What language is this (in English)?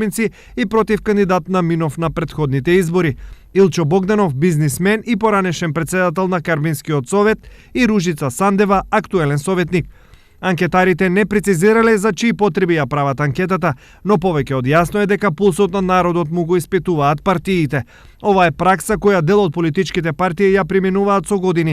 Macedonian